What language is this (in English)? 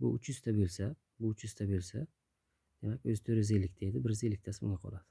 Uzbek